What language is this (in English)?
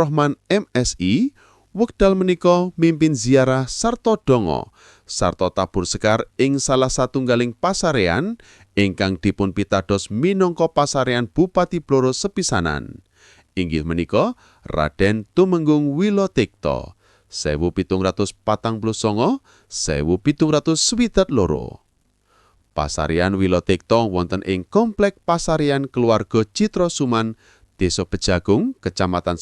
Javanese